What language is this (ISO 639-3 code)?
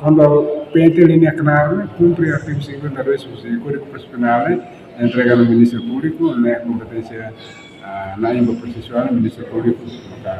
tet